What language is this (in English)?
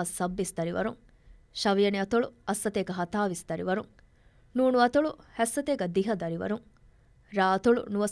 Divehi